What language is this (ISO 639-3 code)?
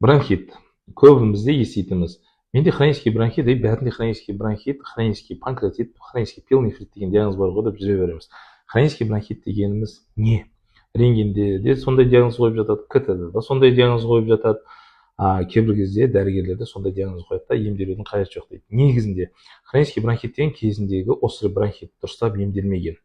kaz